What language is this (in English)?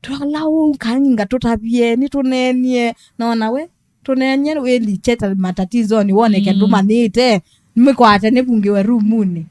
Kamba